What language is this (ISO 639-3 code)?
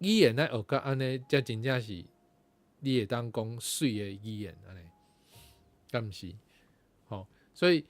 nan